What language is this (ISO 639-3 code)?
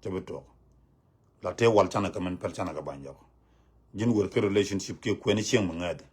nus